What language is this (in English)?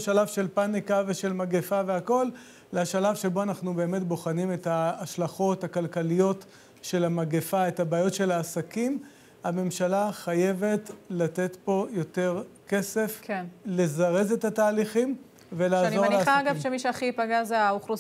Hebrew